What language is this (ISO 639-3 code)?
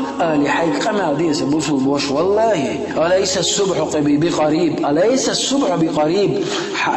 che